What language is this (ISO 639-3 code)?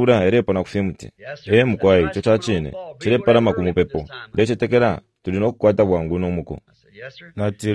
bem